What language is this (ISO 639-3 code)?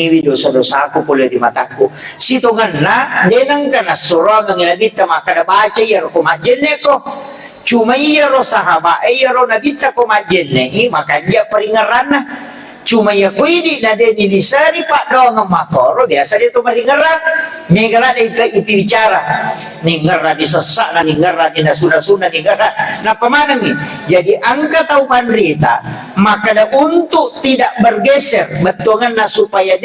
bug